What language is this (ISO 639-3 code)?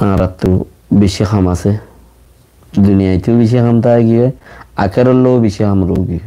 rhg